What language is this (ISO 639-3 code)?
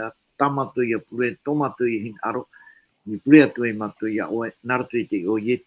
tah